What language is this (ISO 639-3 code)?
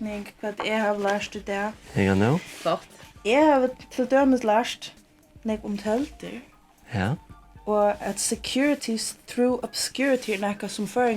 fao